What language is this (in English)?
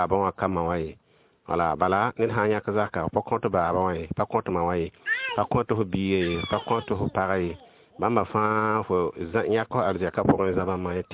Mossi